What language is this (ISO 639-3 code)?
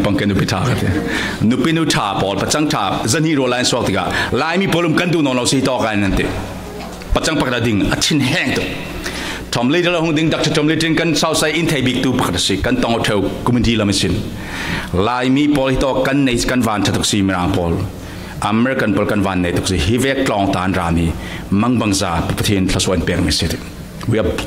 cfm